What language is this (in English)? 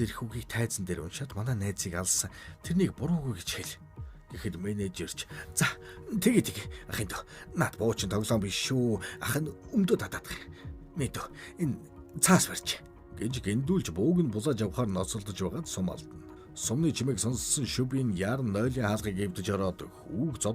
Mongolian